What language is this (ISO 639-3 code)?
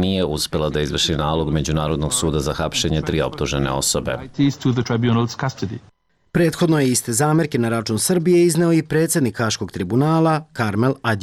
srp